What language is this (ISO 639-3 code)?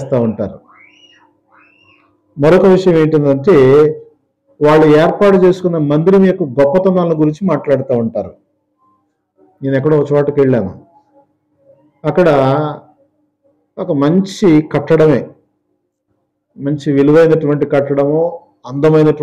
tel